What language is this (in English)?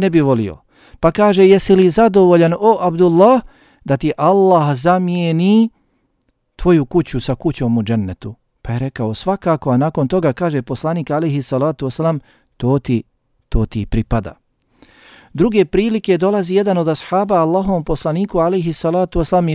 Bosnian